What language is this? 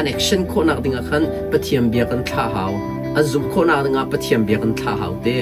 Hakha Chin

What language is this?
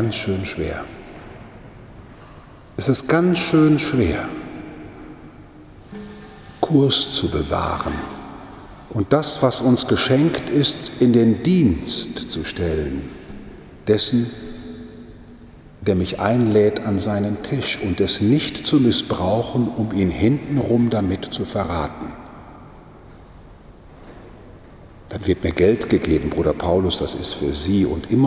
German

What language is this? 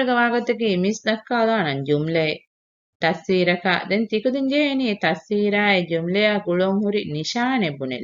Divehi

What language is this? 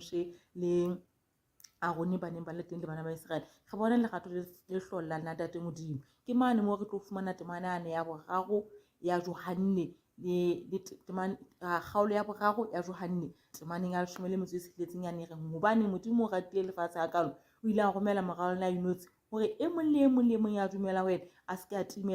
Southern Sotho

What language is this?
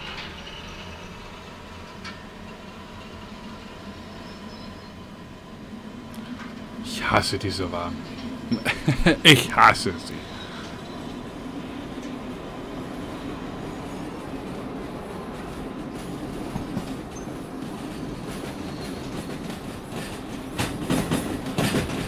German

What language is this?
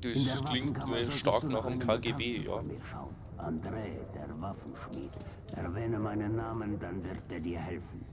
Bavarian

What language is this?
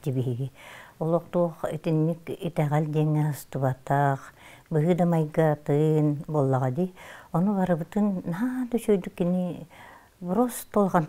Yakut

